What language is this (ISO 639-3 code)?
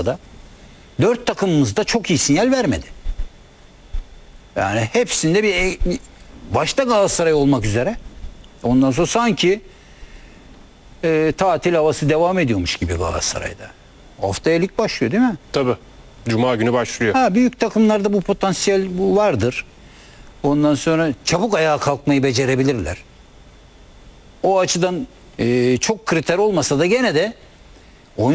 tur